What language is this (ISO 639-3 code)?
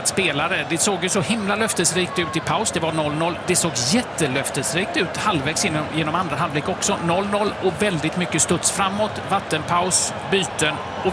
swe